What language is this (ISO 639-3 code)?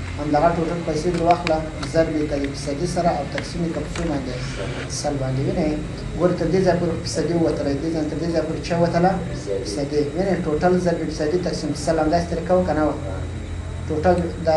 pus